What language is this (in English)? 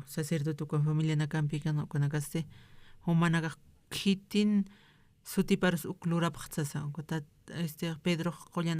Aymara